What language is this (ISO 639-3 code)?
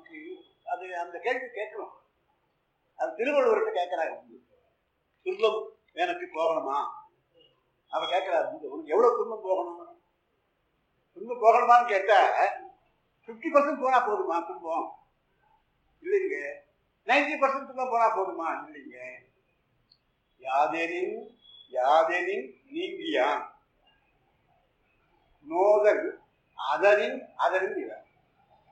tam